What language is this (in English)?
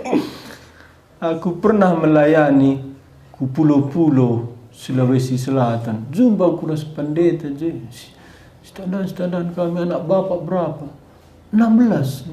Batak Karo